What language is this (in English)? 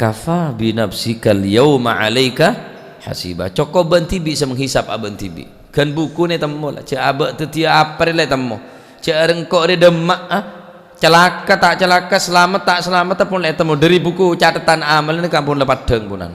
Madurese